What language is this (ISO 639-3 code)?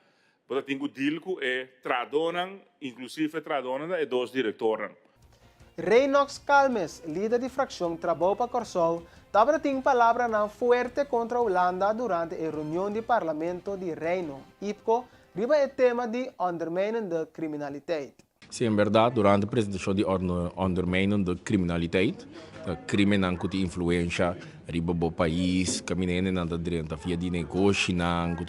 pap